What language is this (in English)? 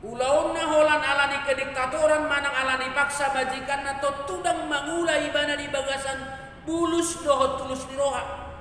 Batak Toba